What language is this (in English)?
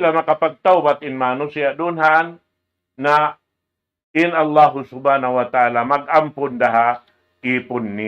Tausug